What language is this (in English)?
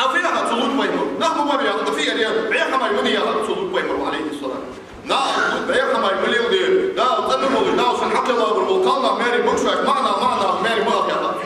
Ingush